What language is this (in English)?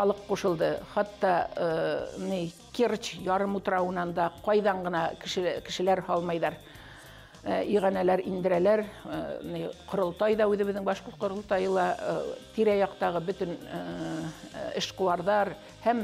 Bashkir